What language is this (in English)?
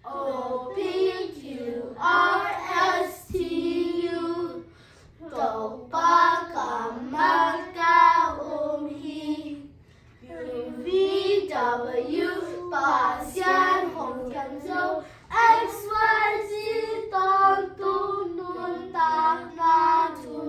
Tedim Chin